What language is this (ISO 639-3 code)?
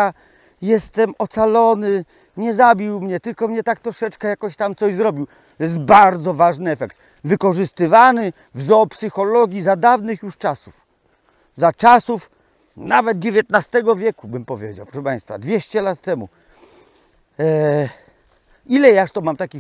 pol